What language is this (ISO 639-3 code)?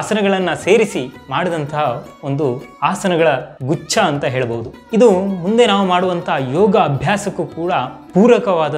kan